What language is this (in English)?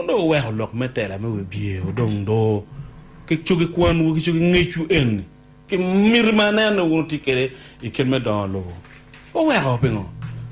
Acoli